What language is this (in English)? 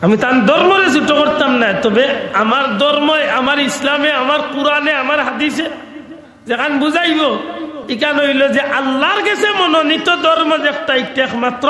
Sylheti